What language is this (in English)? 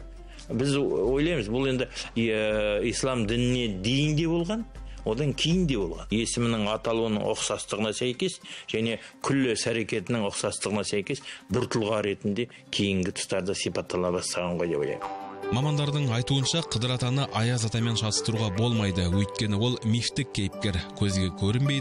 Kazakh